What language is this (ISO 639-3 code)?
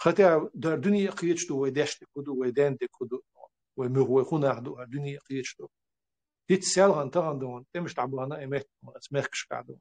che